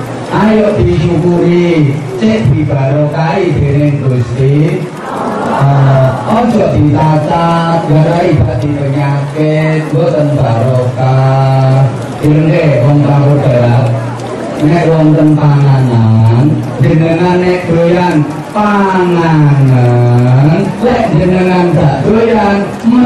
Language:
Javanese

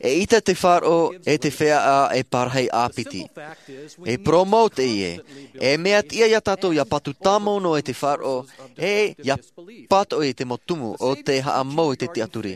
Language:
Tahitian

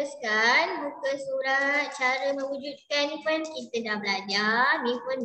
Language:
Malay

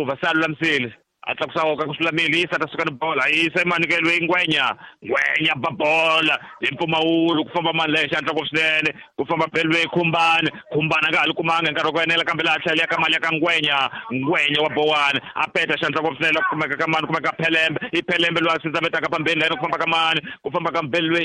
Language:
Tsonga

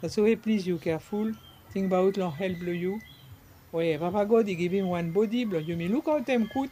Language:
Bislama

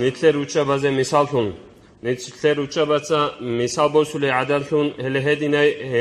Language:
Avaric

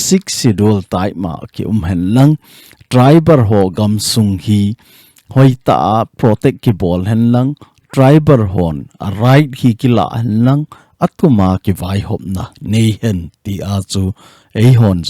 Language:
Thado Chin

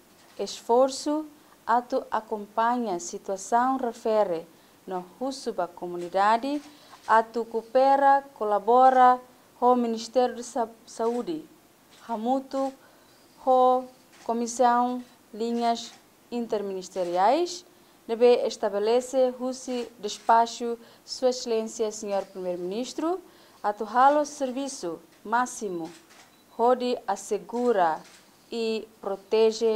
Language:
Tetum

